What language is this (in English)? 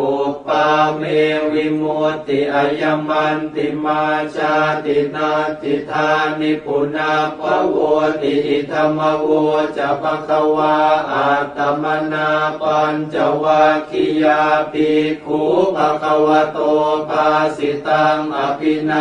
Pali